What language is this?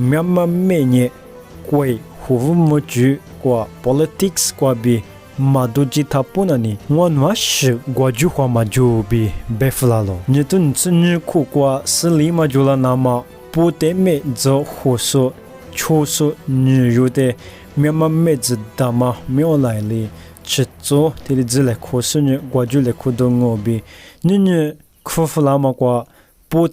Lisu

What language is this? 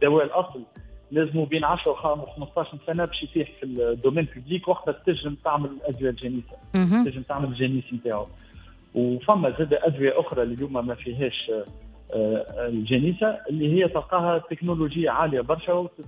Tunisian Arabic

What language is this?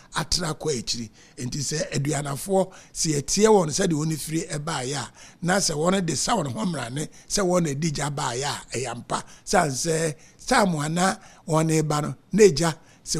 Akan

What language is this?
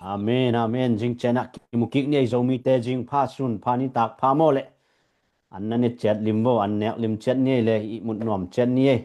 Tedim Chin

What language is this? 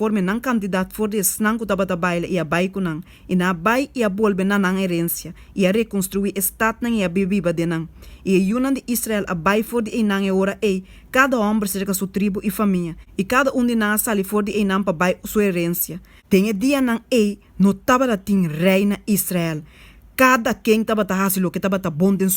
Papiamento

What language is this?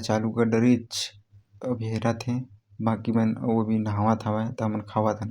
Chhattisgarhi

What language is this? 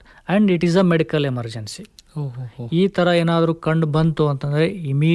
Kannada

